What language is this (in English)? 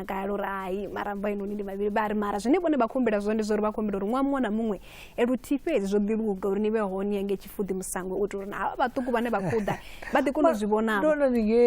Venda